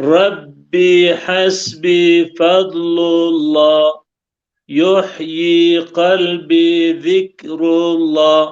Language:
Zaza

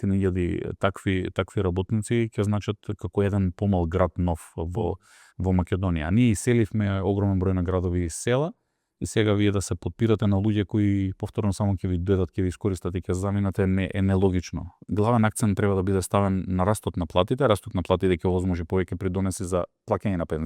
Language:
Macedonian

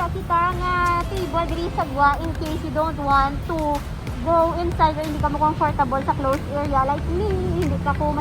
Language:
Hiligaynon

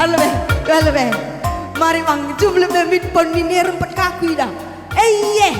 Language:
Batak Karo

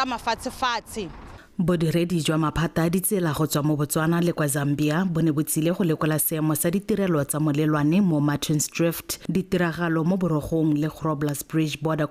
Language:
Tswana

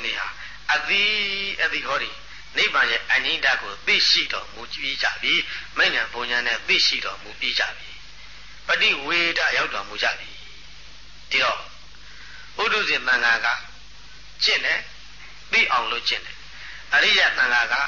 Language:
Burmese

